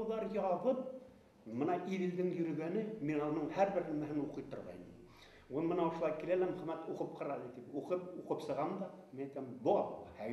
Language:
Bashkir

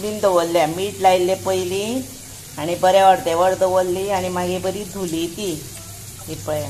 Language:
Konkani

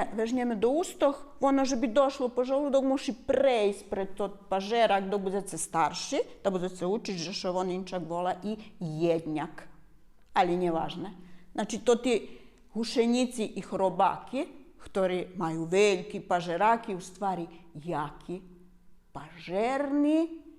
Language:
Rusyn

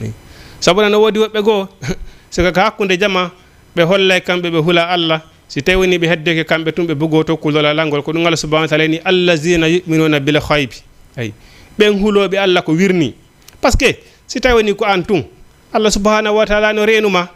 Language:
Fula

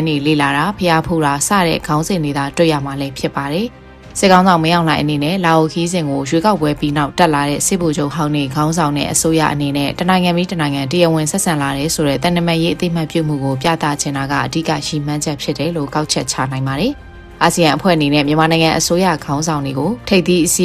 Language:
Burmese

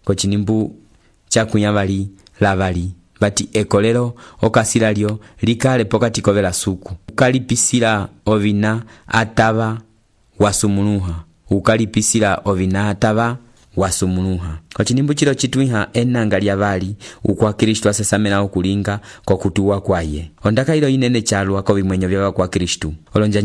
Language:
Umbundu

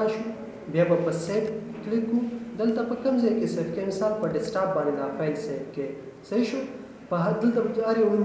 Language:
Pashto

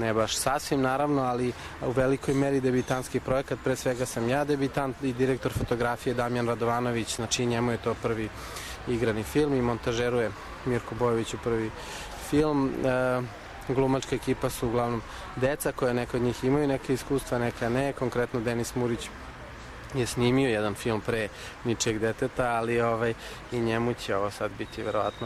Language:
Serbian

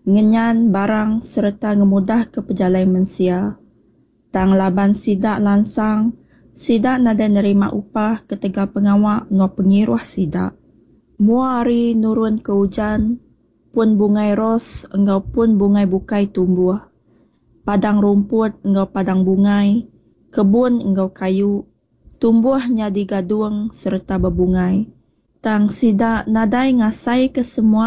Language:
Iban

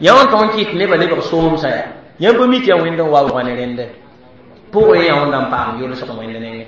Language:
Mossi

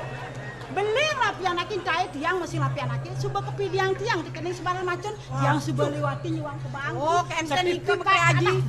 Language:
Balinese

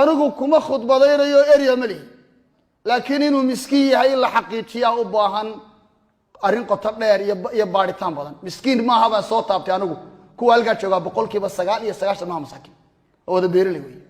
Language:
Somali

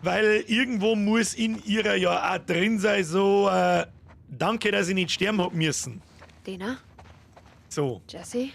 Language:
Bavarian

